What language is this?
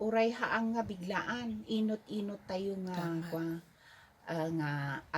Iloko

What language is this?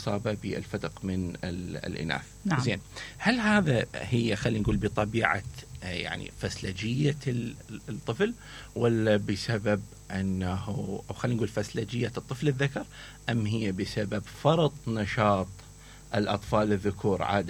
Mesopotamian Arabic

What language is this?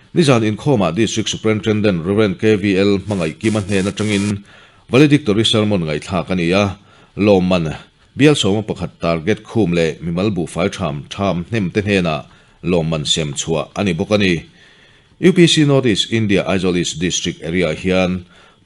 Mizo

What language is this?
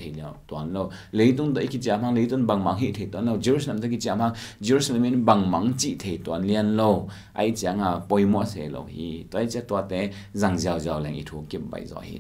Tedim Chin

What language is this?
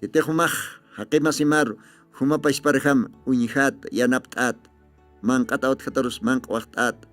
Aymara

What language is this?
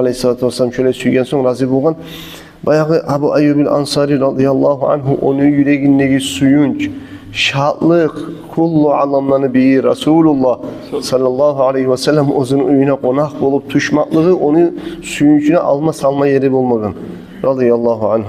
Kumyk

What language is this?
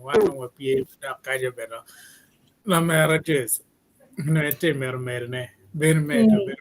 Acoli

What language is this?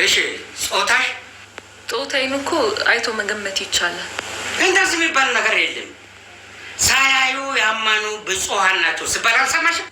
Amharic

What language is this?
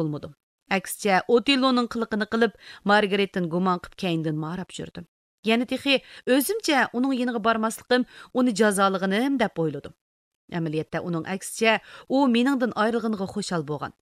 Uyghur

